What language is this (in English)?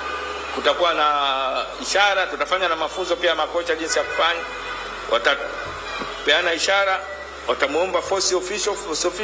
Swahili